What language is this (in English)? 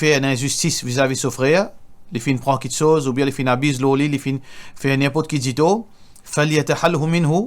Morisyen